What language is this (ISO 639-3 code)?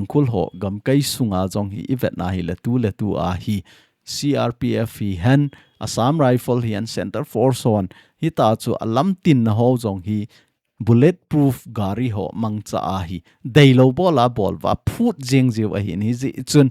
tcz